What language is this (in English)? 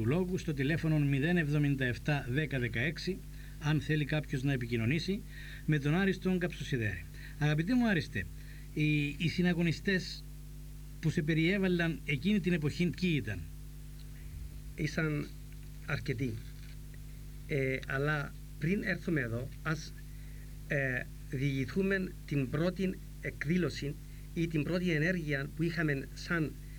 Greek